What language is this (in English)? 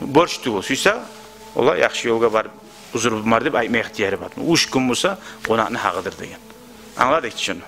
Kumyk